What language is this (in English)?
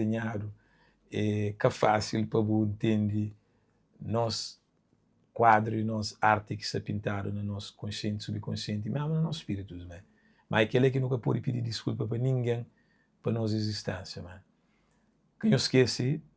Kabuverdianu